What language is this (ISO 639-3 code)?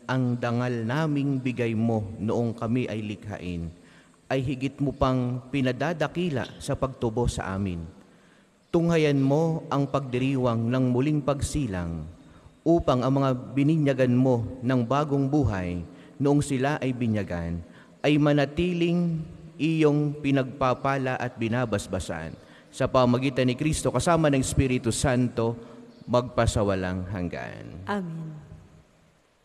fil